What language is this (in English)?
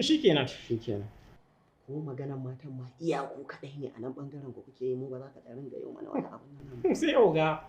Hausa